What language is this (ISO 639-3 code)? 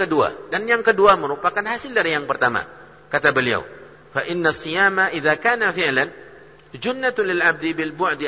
ind